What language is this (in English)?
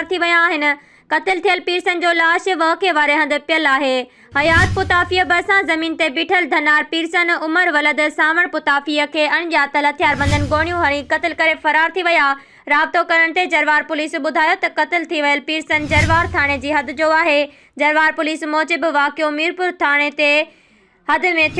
Sindhi